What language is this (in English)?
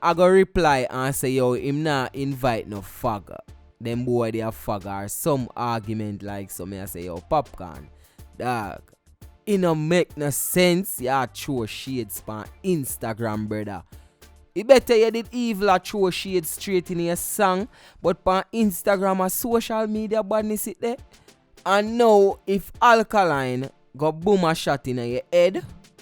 Jamaican Creole English